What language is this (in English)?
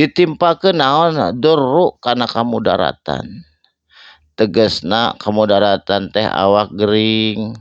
Sundanese